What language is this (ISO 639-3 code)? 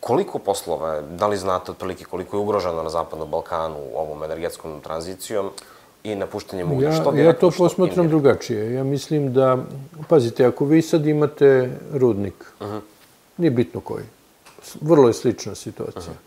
srp